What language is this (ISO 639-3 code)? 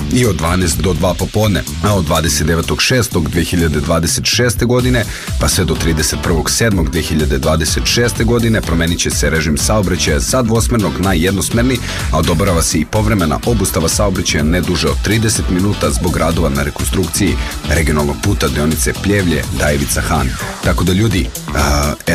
srp